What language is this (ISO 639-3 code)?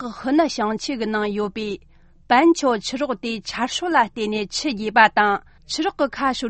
bod